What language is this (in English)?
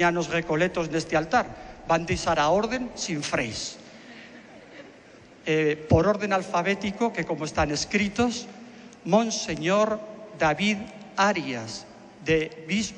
Portuguese